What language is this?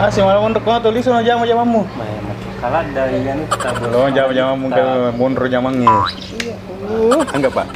Buginese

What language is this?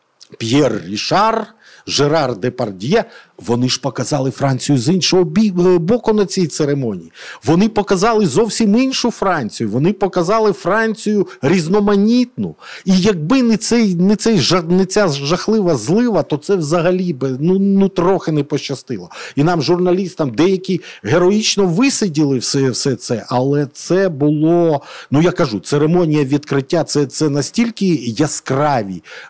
Ukrainian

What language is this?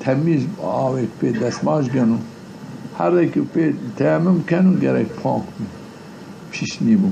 Zaza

